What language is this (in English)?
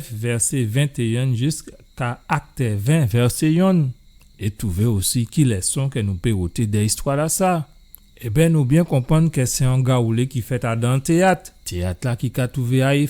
Guadeloupean Creole French